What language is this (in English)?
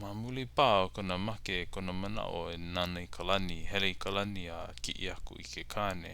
Hawaiian